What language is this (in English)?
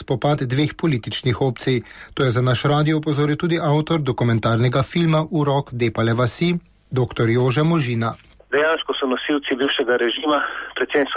Slovenian